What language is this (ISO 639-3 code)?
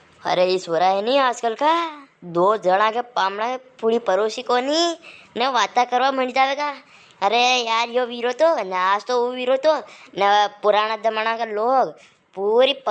raj